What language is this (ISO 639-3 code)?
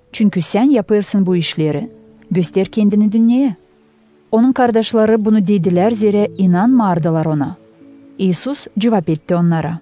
gag